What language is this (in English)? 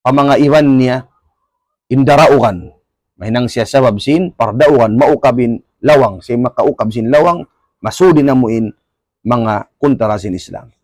Tausug